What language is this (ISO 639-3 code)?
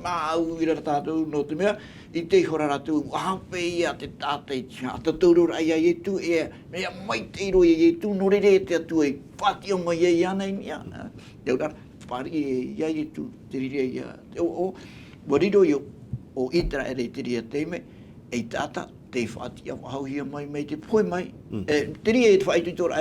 tah